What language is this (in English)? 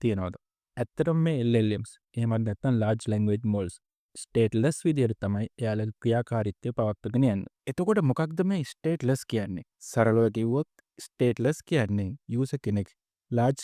Sinhala